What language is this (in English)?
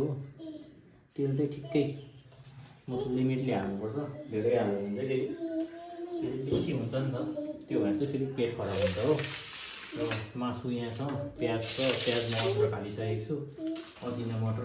Nepali